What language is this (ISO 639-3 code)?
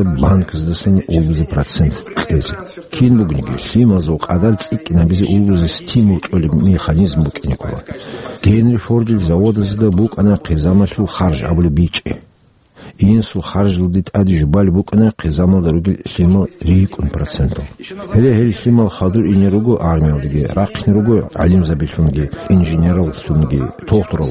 ava